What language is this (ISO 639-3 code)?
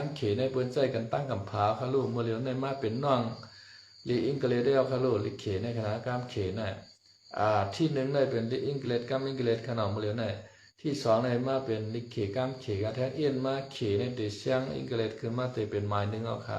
shn